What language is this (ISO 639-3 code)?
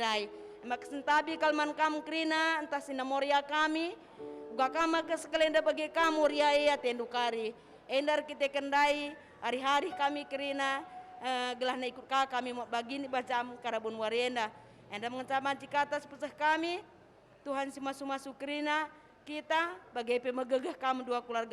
btx